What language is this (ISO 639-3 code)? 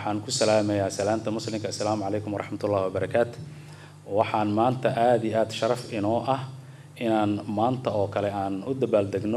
som